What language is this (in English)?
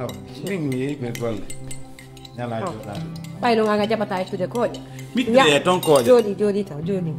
Fula